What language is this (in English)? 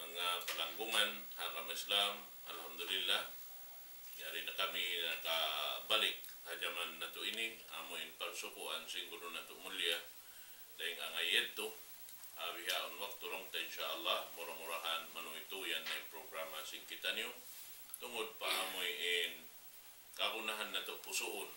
Tausug